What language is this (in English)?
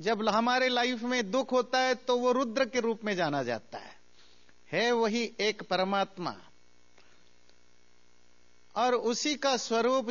Hindi